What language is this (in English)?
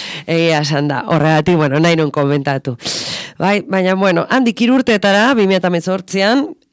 Basque